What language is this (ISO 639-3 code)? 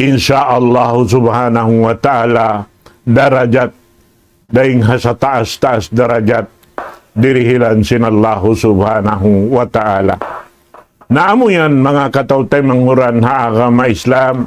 tsg